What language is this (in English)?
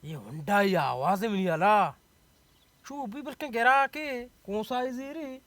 Baluchi